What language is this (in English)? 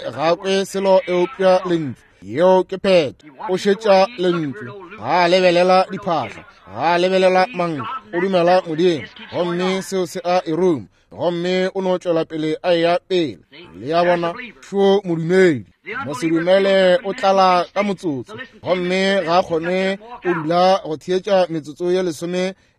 Northern Sotho